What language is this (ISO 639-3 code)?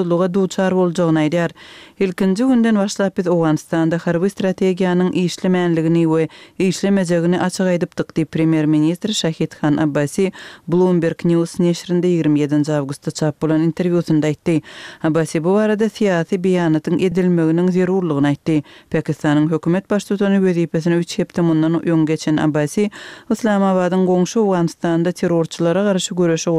kir